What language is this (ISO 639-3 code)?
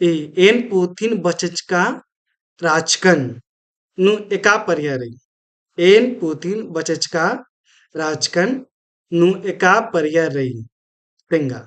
kru